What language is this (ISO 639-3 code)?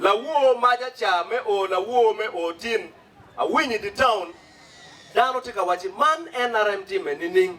ach